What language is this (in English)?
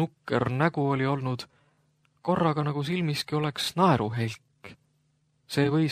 Estonian